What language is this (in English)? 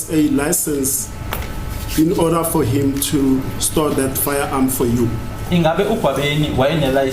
Zulu